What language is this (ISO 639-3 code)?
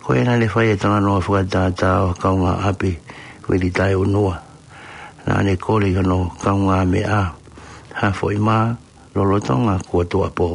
ton